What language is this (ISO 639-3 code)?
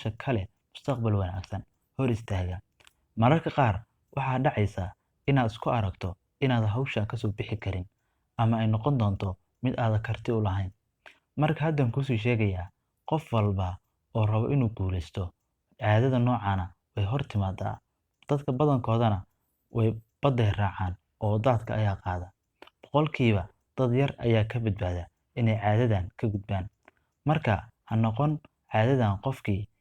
som